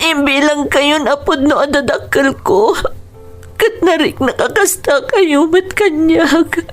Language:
Iloko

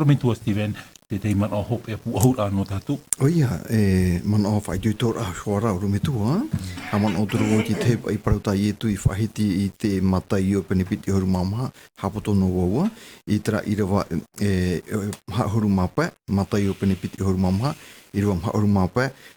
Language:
Tahitian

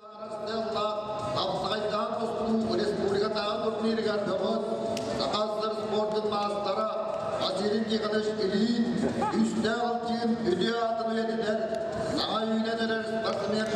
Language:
Yakut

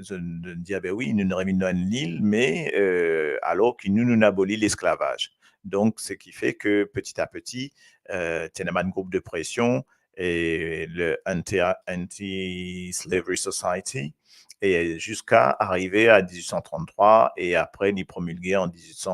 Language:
Morisyen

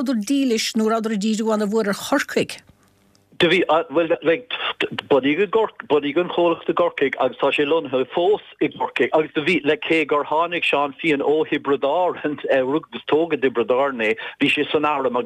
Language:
Irish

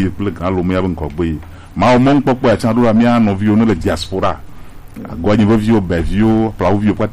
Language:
Gen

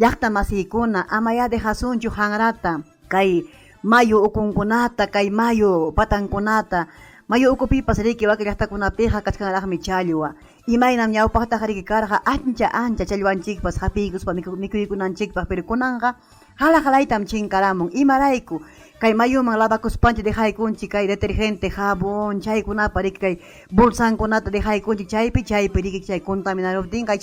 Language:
Ayacucho Quechua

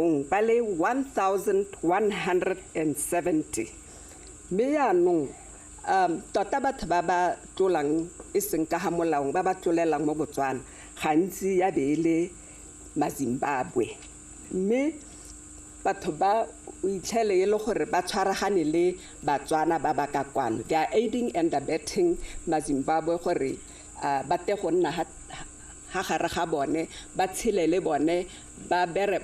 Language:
Tswana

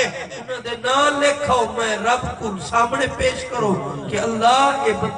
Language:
Saraiki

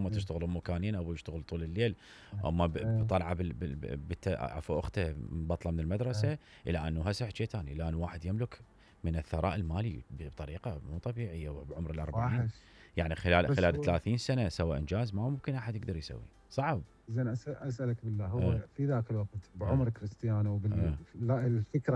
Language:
Mesopotamian Arabic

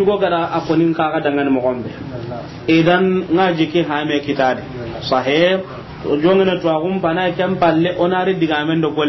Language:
Soninke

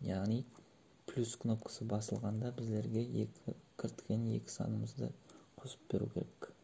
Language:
Kara-Kalpak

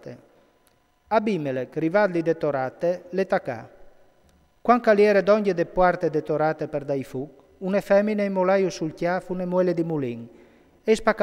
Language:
Friulian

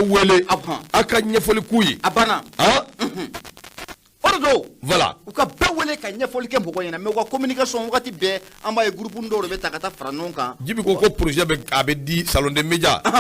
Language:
Bambara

